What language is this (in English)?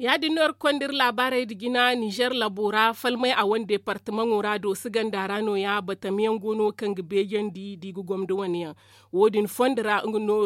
Zarma